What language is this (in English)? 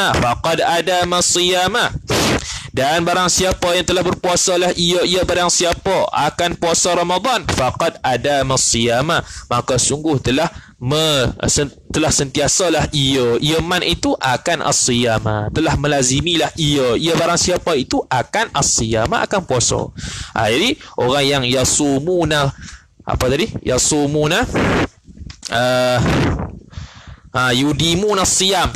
Malay